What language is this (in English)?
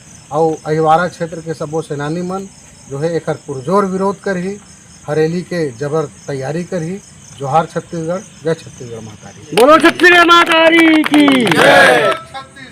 Chhattisgarhi